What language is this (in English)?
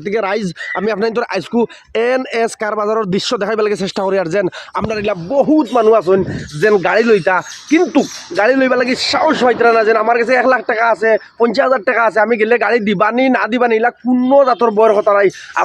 Sylheti